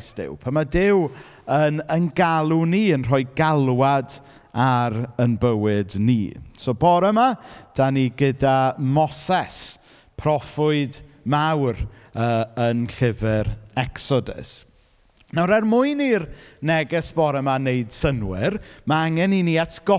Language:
Welsh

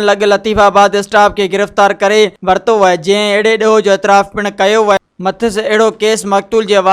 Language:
Sindhi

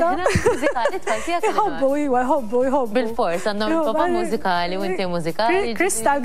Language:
Maltese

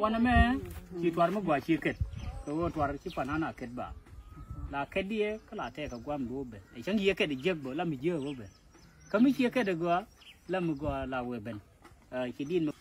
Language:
Nuer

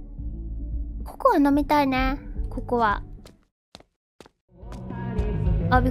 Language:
Japanese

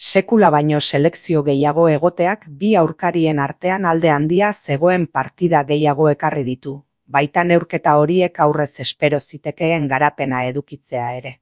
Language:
Basque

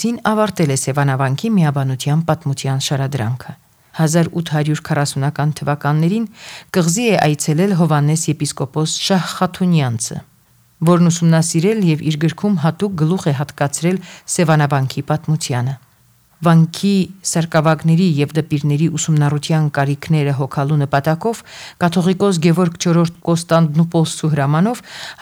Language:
Armenian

